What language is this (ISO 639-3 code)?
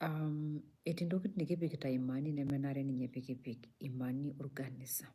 mas